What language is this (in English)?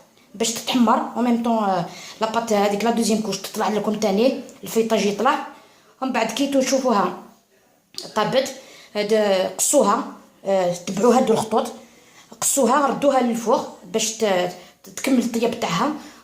Algerian Arabic